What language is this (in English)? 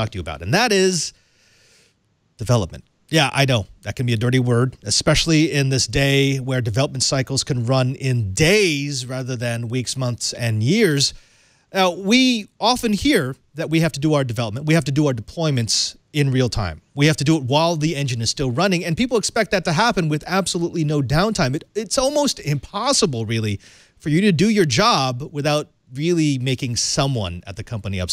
English